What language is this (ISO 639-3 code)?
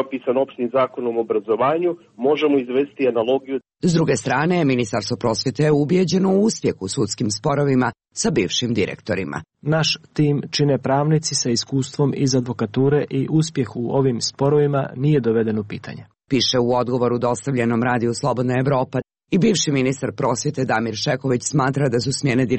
srp